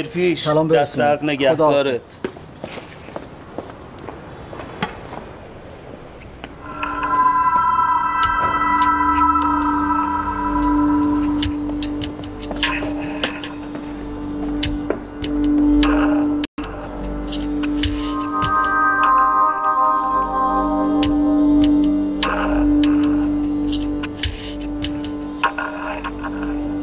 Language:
Persian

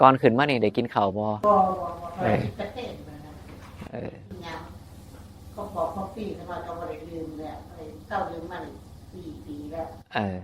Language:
Northeastern Thai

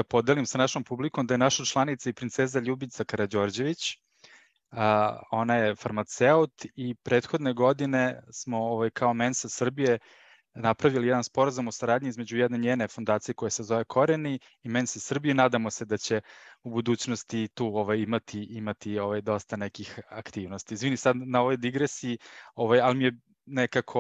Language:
Serbian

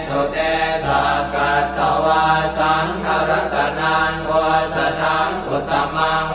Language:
Pali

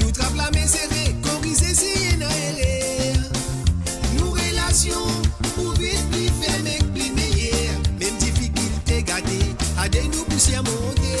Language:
Morisyen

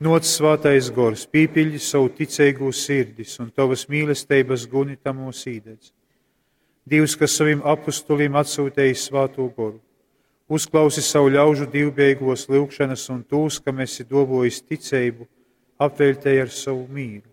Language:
Latgalian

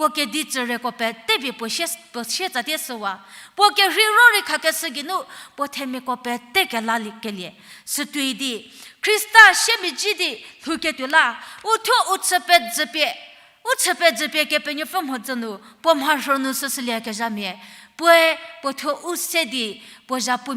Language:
Angami Naga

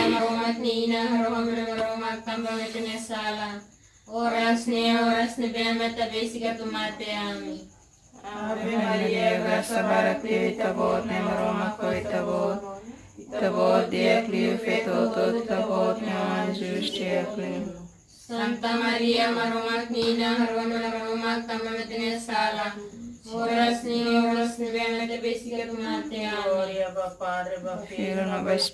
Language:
Tetum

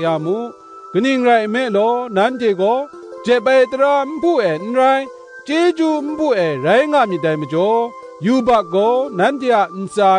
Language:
Kachin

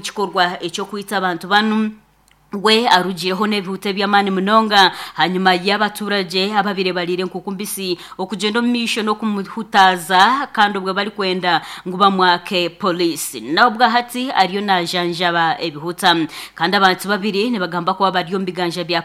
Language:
Nyankole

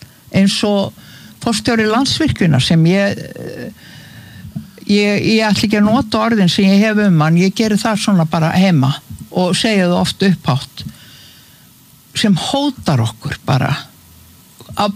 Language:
Icelandic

